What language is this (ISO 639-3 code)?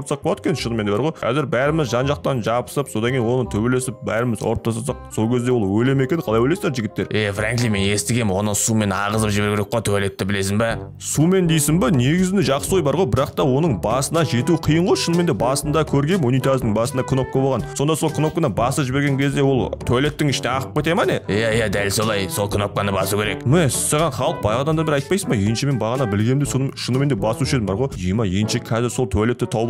kaz